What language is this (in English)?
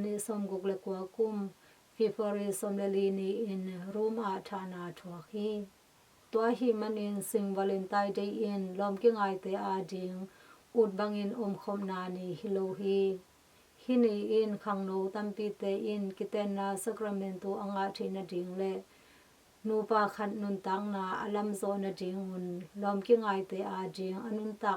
Tedim Chin